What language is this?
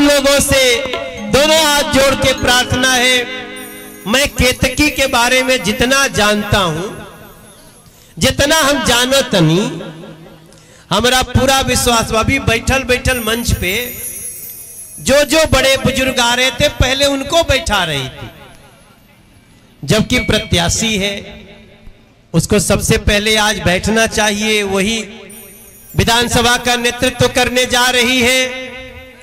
Bhojpuri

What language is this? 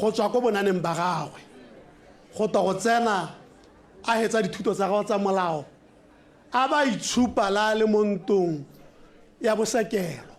Tswana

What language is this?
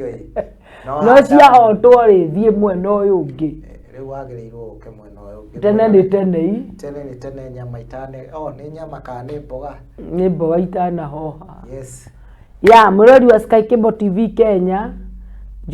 Kikuyu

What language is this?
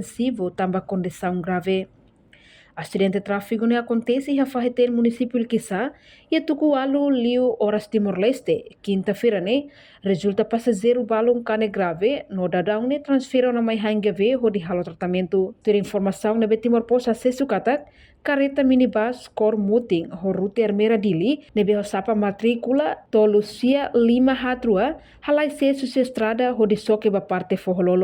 Tetum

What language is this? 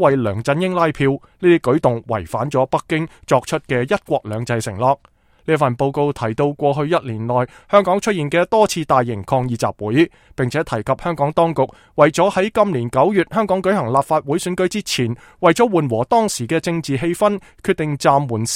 Cantonese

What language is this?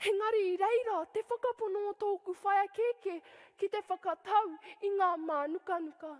Māori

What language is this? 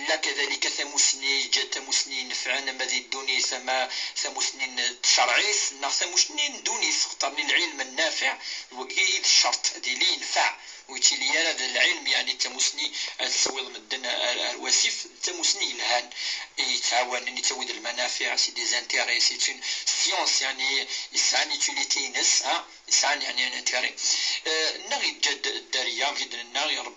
Kabyle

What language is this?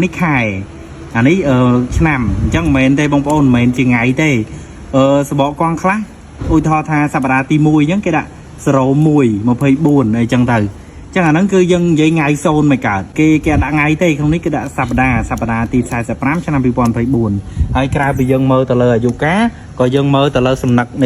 Khmer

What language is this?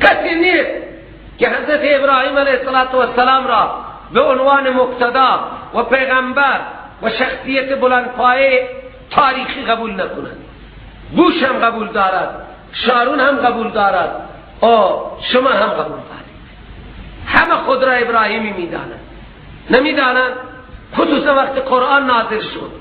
Persian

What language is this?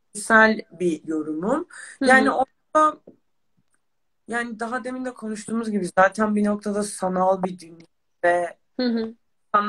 Turkish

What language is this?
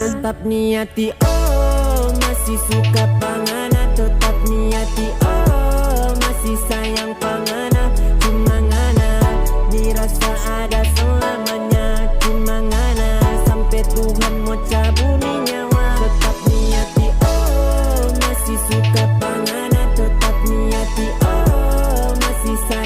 Manado Malay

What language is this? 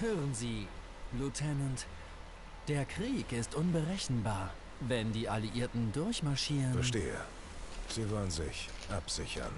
Swiss German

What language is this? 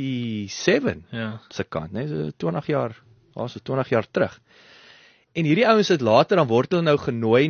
Afrikaans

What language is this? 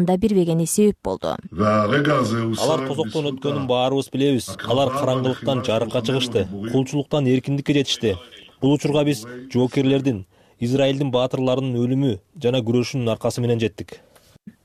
Kyrgyz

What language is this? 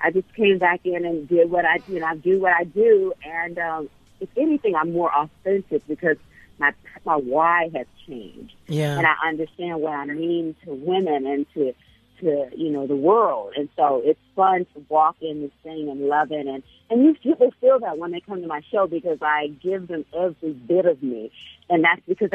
English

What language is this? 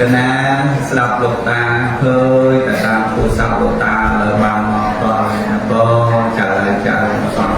Khmer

